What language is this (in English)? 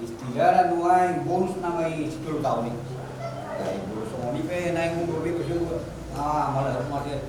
Batak Toba